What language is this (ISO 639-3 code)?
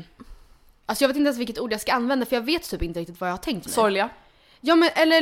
swe